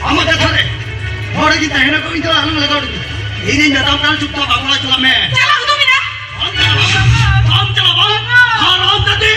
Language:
Santali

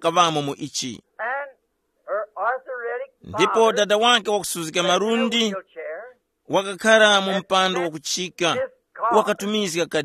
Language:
Tumbuka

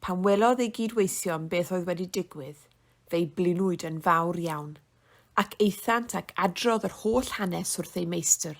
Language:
Welsh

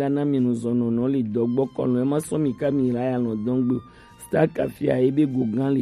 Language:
Gen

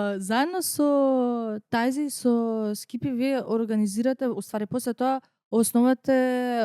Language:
Macedonian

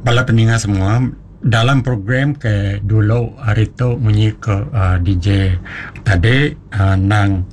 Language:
Iban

